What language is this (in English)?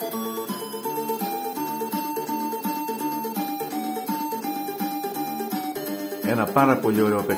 Greek